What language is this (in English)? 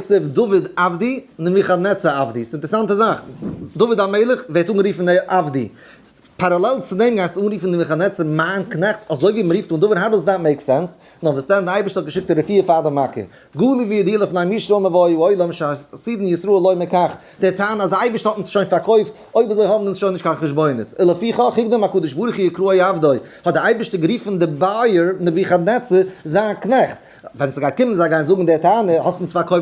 Yiddish